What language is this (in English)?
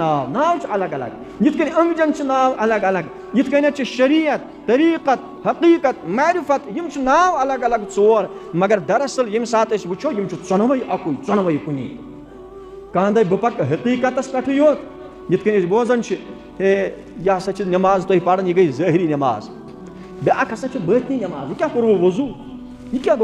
Kashmiri